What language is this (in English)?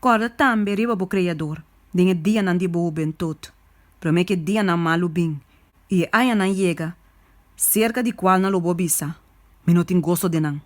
Papiamento